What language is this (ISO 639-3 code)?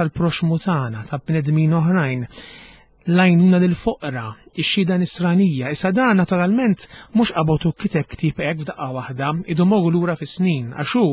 mlt